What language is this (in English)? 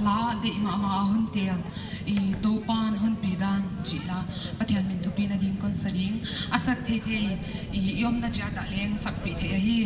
Paite Chin